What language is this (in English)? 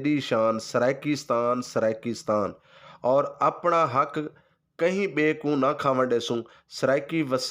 Saraiki